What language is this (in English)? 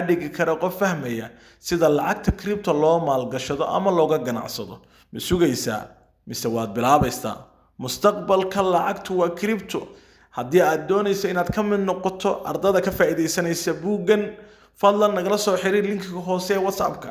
Somali